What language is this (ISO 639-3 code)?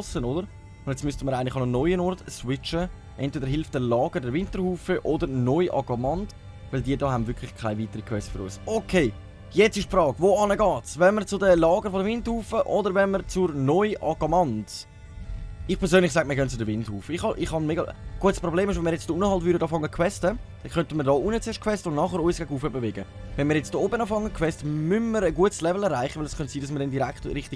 gsw